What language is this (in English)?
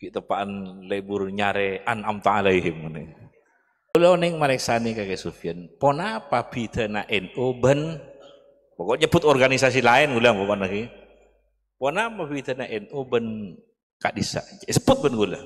Madurese